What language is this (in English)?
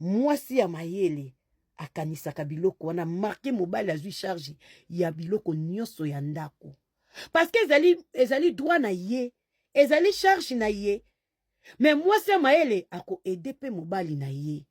Lingala